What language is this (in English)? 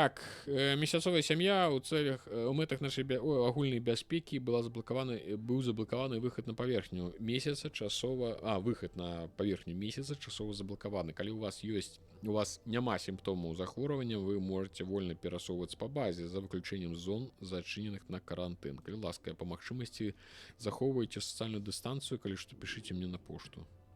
Belarusian